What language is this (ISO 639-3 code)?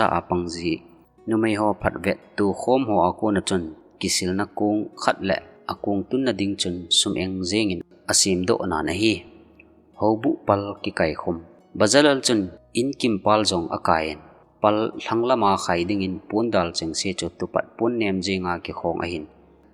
tcz